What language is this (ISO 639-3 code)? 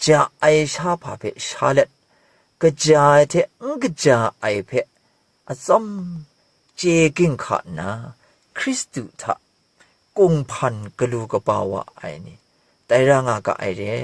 kac